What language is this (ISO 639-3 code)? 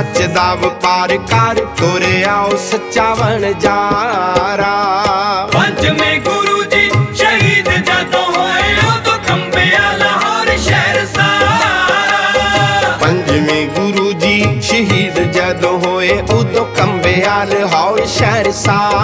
pan